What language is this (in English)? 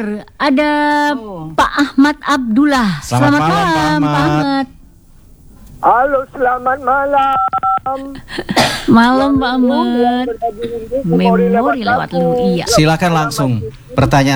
Indonesian